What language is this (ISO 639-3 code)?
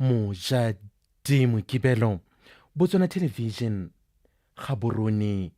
tsn